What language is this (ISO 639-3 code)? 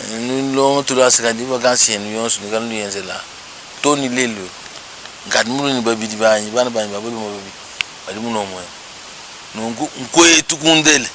lua